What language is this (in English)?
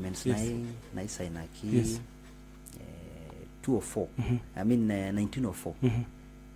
Masai